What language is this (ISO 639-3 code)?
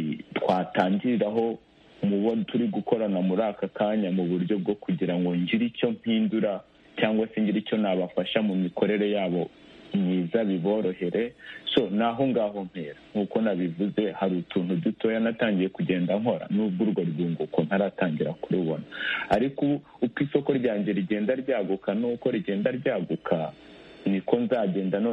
kin